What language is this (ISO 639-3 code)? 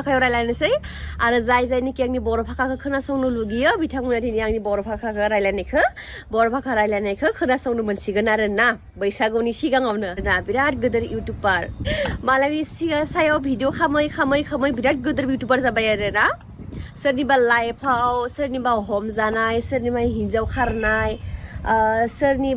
brx